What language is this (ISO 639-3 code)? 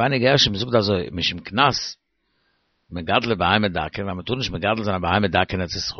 yid